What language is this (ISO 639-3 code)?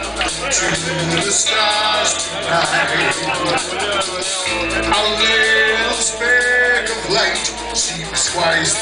eng